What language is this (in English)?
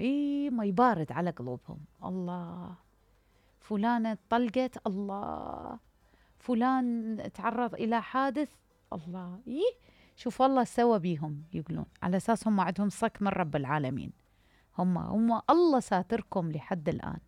Mesopotamian Arabic